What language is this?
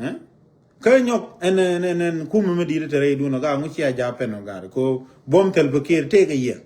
Nuer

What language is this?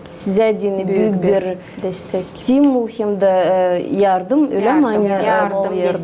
Gagauz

